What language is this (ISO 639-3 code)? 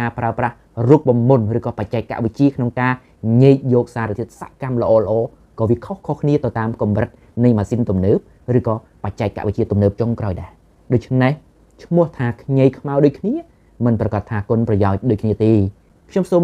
khm